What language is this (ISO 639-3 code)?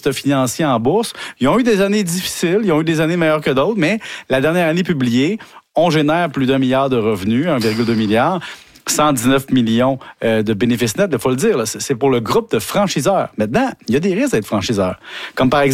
fra